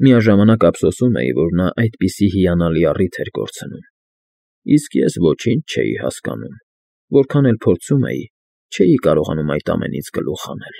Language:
Armenian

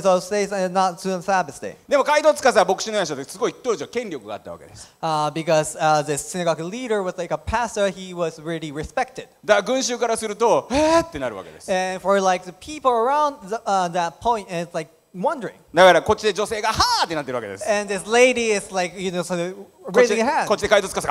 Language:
Japanese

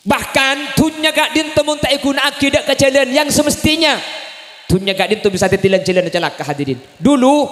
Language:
Madurese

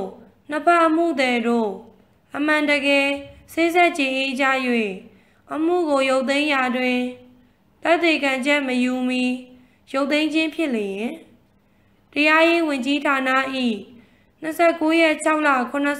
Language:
Burmese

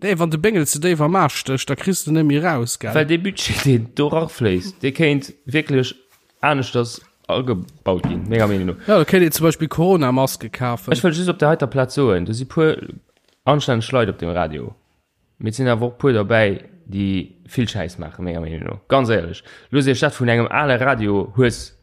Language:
Luxembourgish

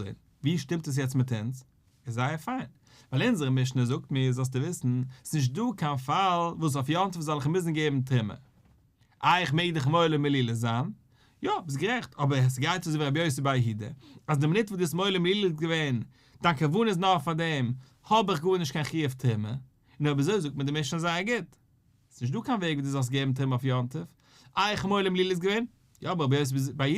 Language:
Yiddish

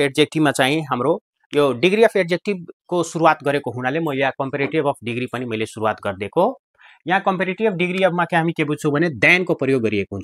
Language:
Nepali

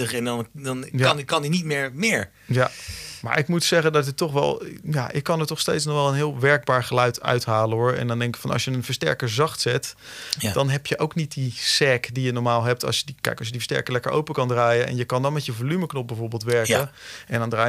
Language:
Dutch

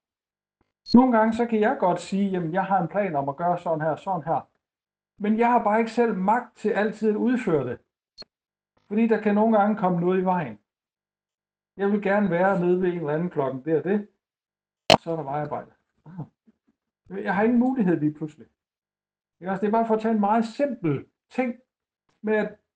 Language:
Danish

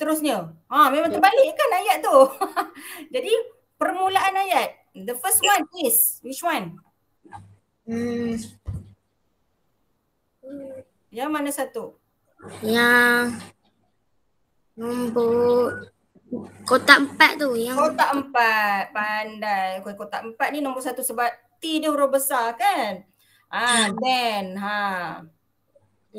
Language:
Malay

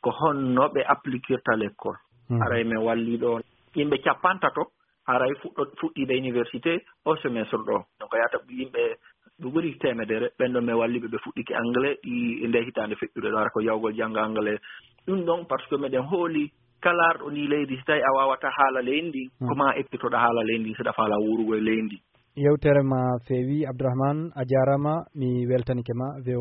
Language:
Fula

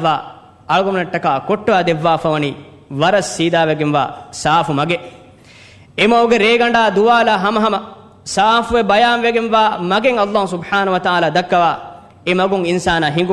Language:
Divehi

